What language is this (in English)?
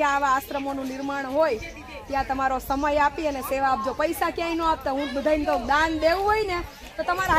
Gujarati